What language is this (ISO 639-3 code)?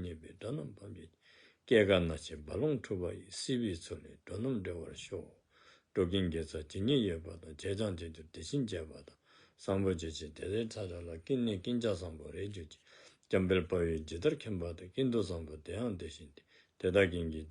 dzo